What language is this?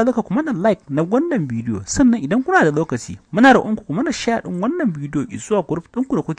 Hausa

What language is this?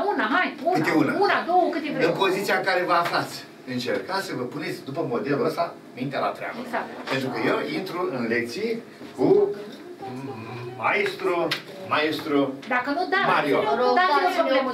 Romanian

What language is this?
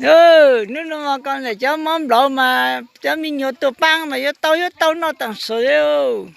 Hmong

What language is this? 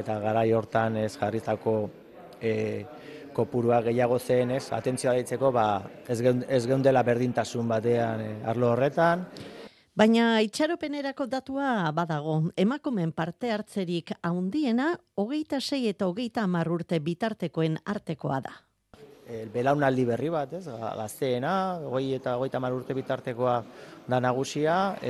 Basque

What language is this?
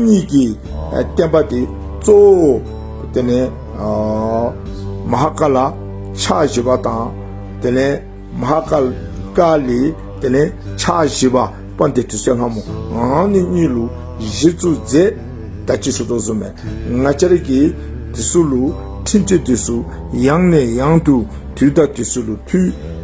Dzongkha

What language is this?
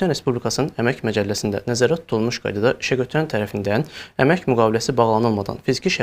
Azerbaijani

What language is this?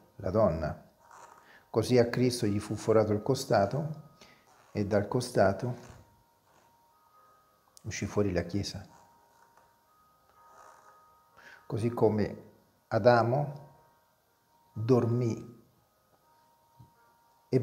Italian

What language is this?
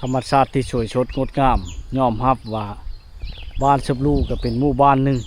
Lao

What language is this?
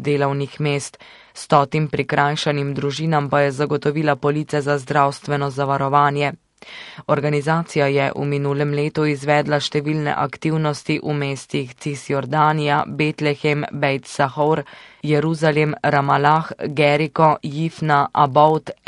Slovenian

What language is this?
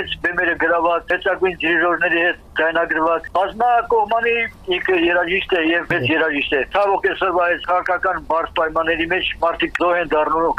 Armenian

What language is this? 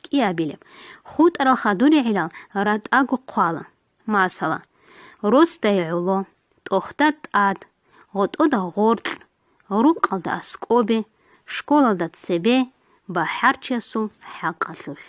Avaric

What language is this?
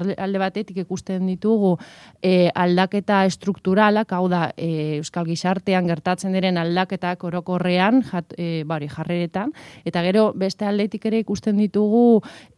Basque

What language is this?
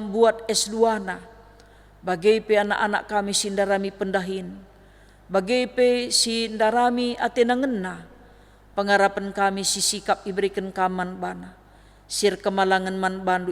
Batak Karo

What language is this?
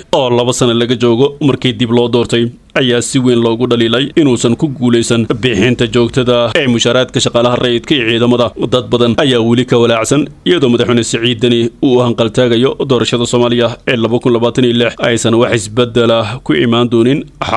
Somali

